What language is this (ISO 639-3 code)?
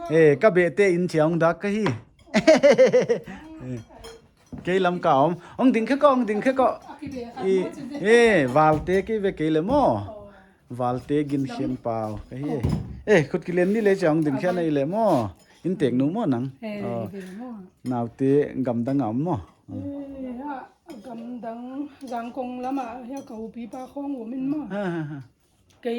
pck